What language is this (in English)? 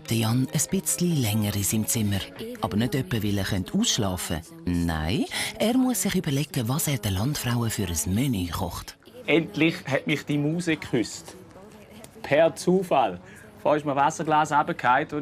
Swiss German